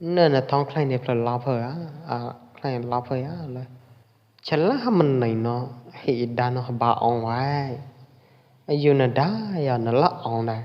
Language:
Pwo Eastern Karen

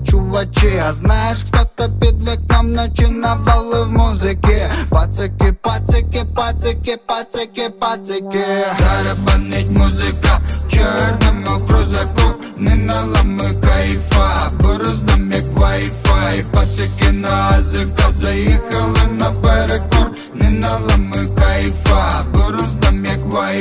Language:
Ukrainian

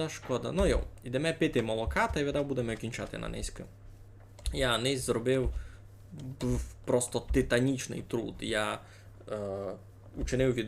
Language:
Rusyn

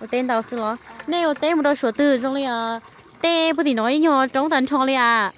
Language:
Hmong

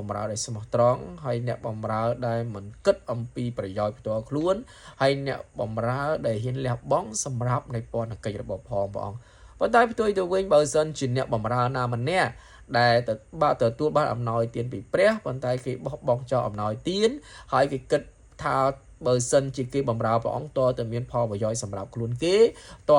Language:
Khmer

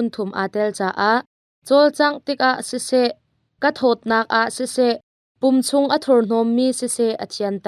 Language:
Hakha Chin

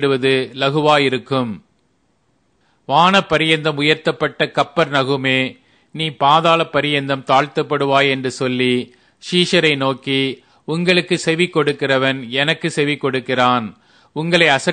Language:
Tamil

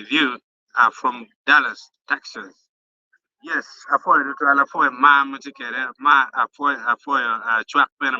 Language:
Acoli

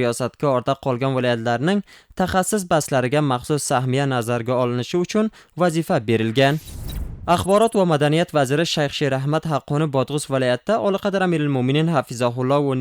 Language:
Uzbek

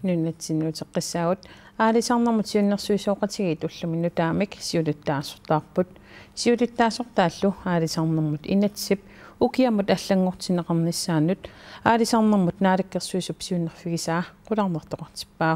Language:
Kalaallisut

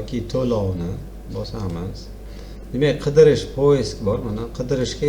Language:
Uzbek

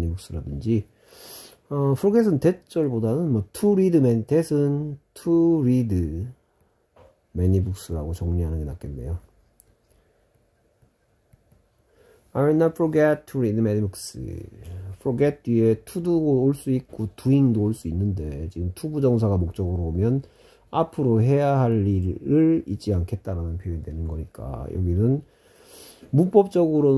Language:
Korean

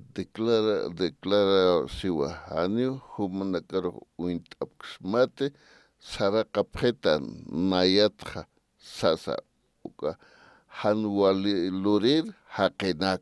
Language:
Aymara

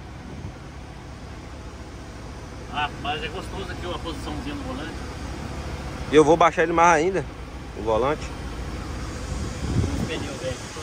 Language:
Portuguese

